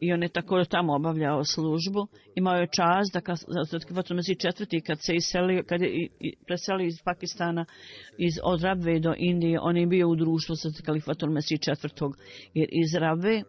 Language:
Bosnian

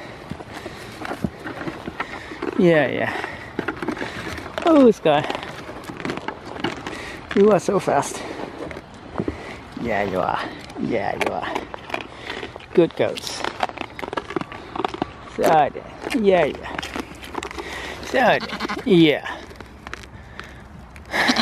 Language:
English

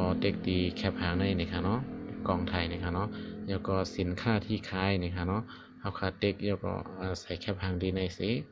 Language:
Shan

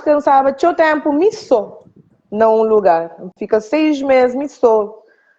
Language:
Kabuverdianu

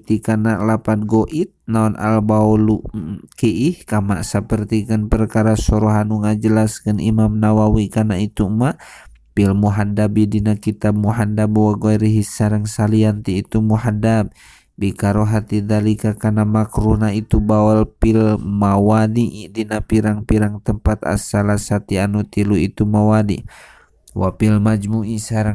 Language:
Sundanese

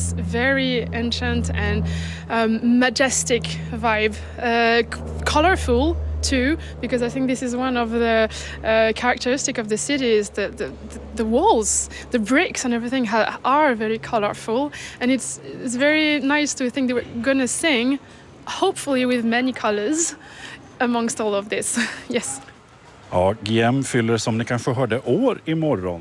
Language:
Swedish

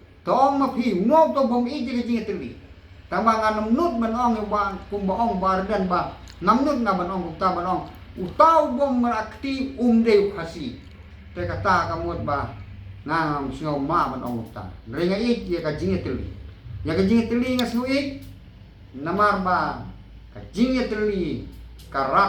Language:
Khasi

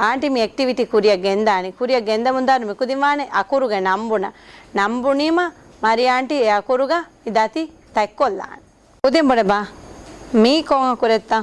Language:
Divehi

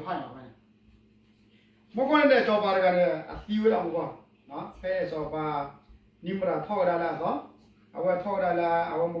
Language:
S'gaw Karen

